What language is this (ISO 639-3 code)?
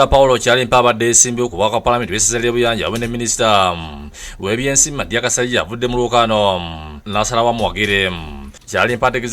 lug